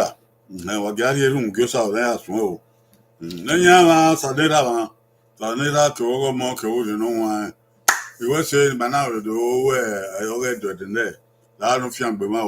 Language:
Bini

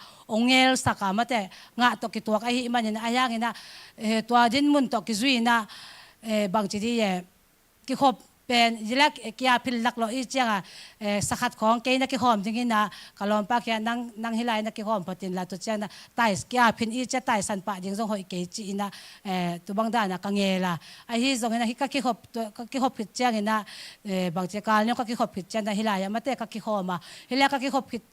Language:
Tedim Chin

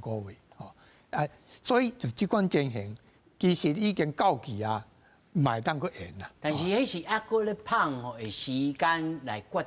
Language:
Min Nan Chinese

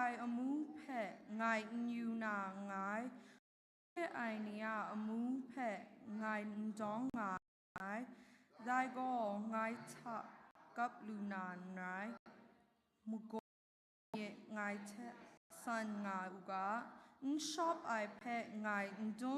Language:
Kachin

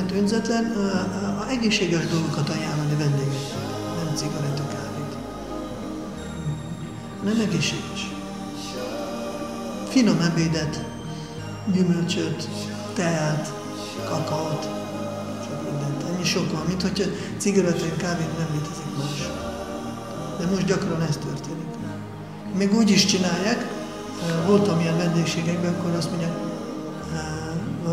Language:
Hungarian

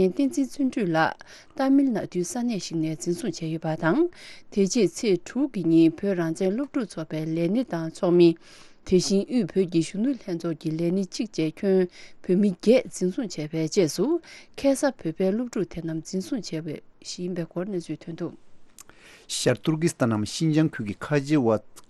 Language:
Tibetan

